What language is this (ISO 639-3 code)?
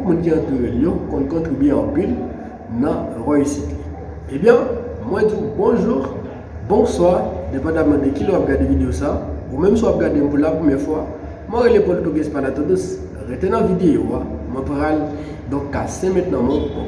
hat